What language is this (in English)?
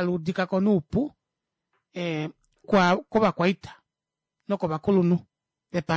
Kuanyama